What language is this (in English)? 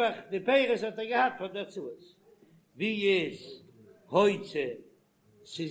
Yiddish